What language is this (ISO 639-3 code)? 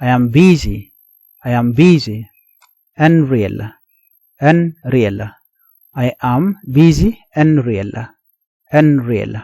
nus